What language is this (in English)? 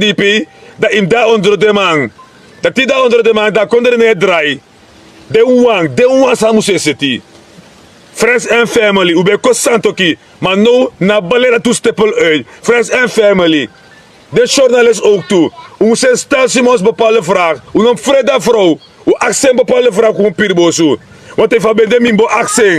Sranan Tongo